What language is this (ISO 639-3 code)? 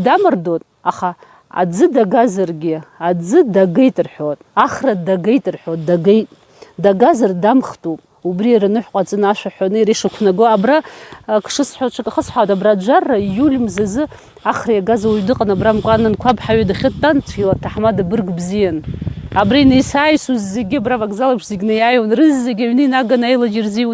abk